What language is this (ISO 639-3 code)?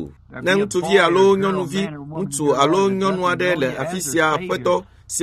ewe